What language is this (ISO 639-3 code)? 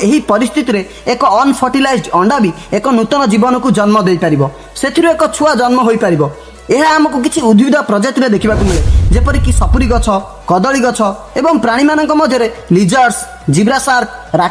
ori